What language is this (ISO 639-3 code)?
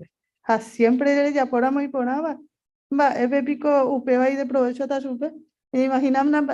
grn